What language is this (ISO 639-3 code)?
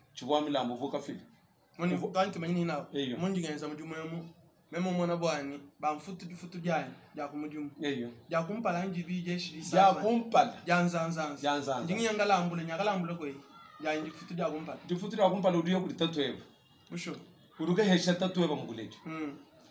lua